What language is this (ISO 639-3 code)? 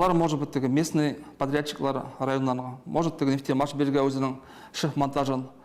tat